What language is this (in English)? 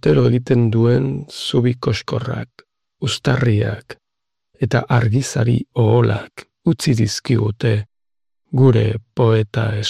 Basque